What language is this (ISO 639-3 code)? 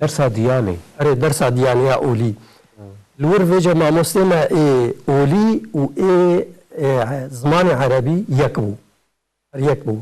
kur